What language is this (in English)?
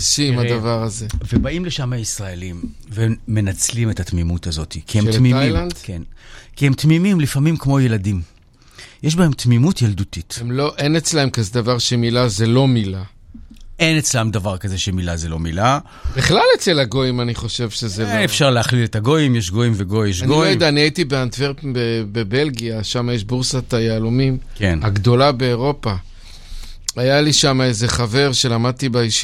Hebrew